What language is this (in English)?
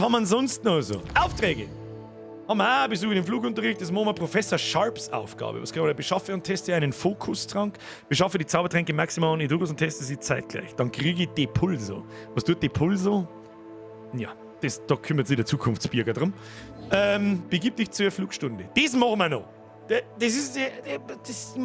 Bavarian